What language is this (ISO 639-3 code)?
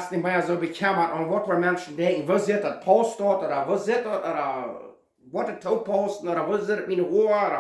pdt